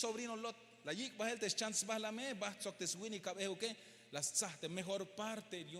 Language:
Tzeltal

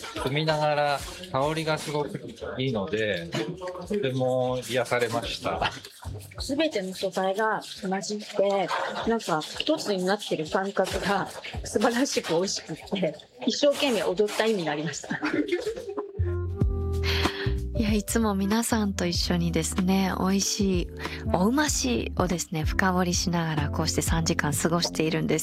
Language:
Japanese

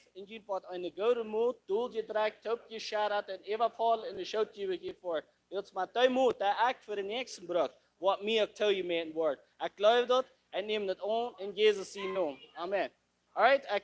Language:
Plautdietsch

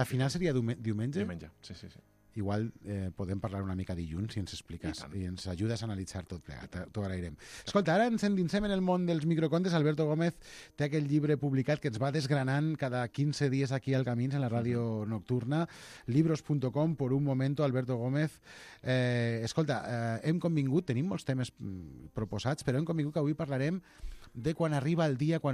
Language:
Catalan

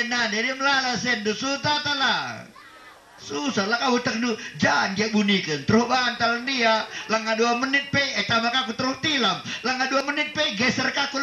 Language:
Batak Karo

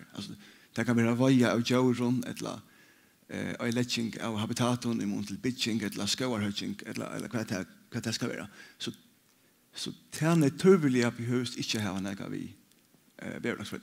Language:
Faroese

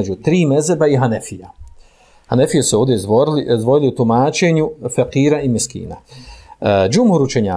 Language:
Bosnian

